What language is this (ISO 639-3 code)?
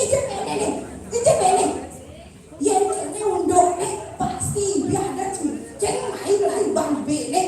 ban